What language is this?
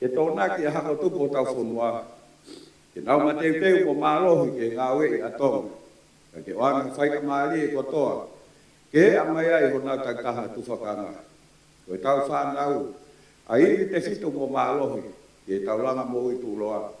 Tongan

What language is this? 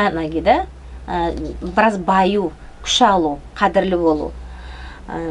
Nogai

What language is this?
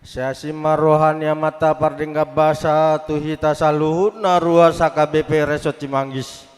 Batak Toba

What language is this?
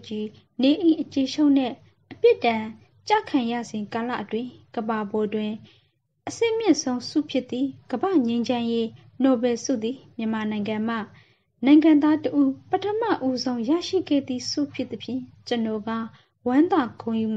Burmese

